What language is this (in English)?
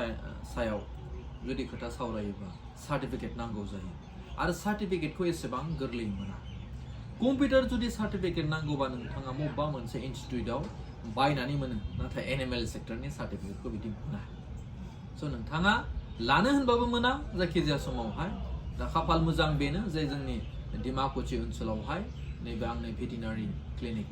Bodo